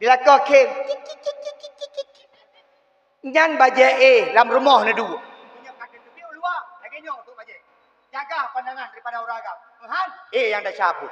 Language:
Achinese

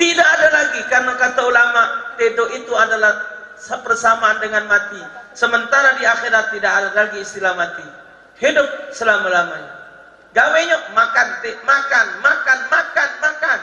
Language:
Musi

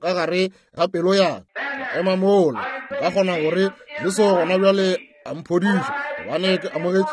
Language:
Northern Sotho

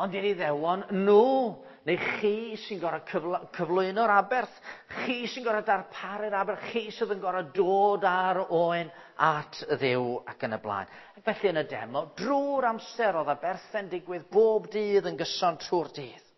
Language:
Welsh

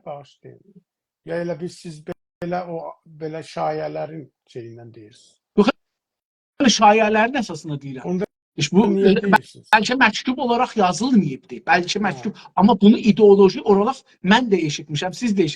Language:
South Azerbaijani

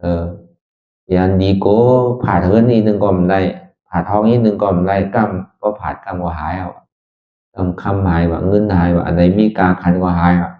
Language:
Shan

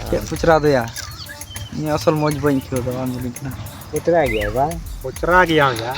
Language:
Santali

